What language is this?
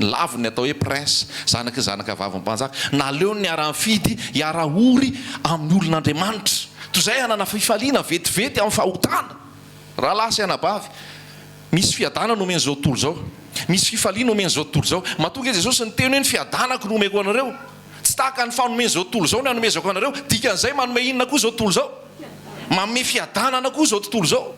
Malagasy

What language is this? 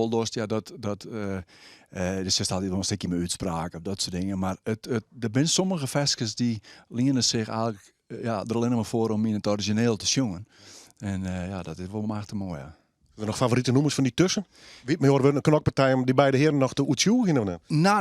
Western Frisian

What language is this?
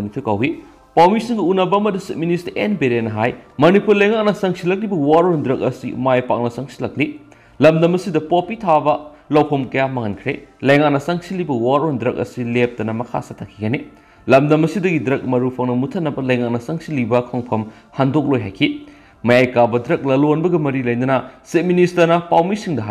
Manipuri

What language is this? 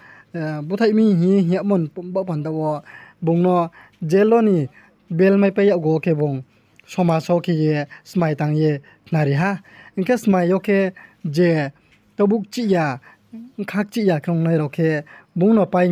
Riang (India)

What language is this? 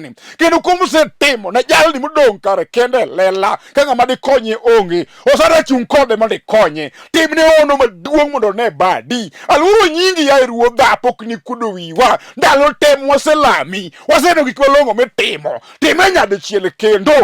Luo (Kenya and Tanzania)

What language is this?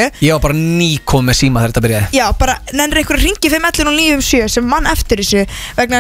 Icelandic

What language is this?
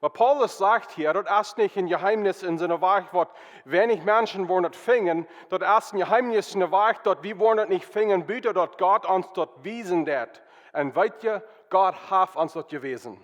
Plautdietsch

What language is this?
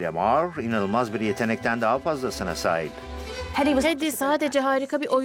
Turkish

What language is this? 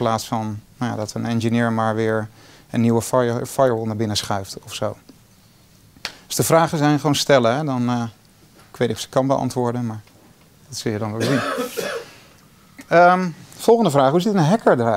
Dutch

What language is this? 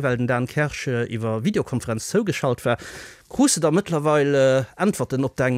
Luxembourgish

